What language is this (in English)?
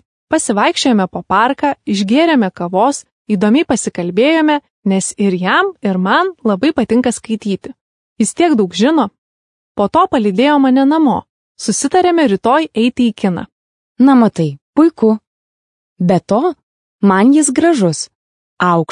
Lithuanian